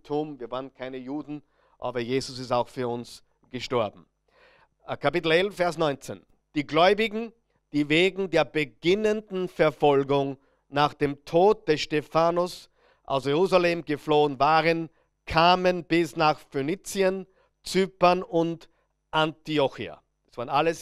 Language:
German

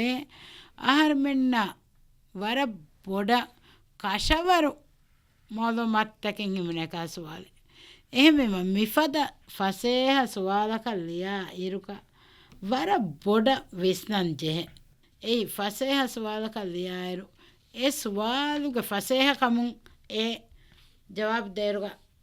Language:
Divehi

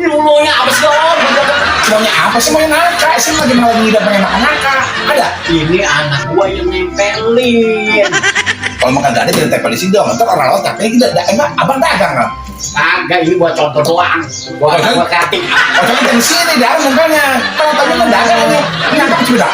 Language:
Betawi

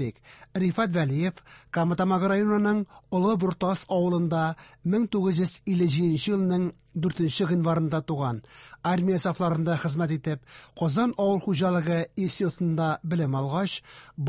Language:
Tatar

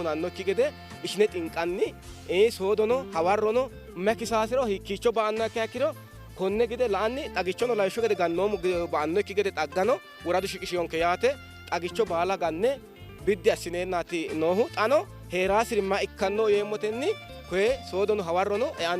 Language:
Sidamo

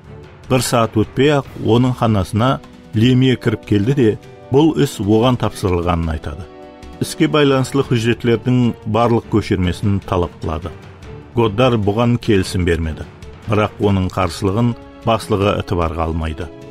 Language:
Kara-Kalpak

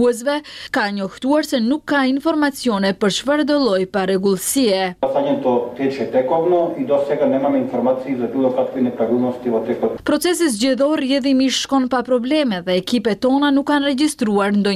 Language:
Albanian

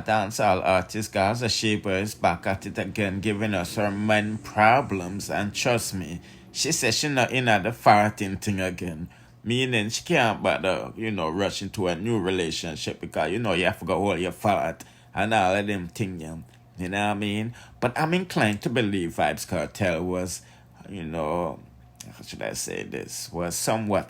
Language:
Jamaican Creole English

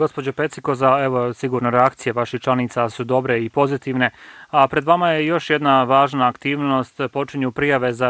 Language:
Bosnian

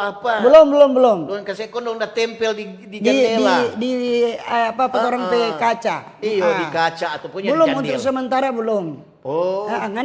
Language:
Manado Malay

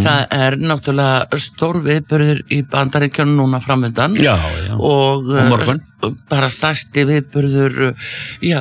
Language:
Icelandic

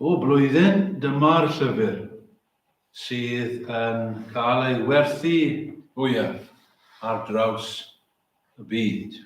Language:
Welsh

